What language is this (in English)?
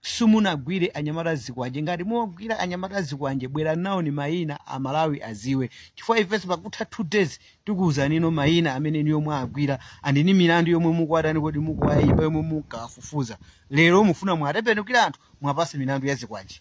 Nyanja